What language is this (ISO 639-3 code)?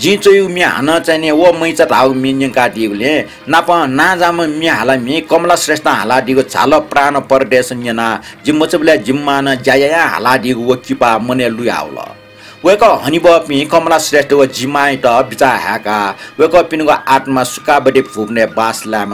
new